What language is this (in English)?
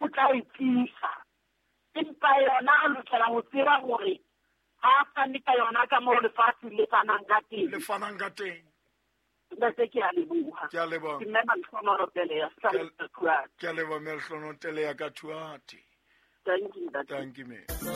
Southern Sotho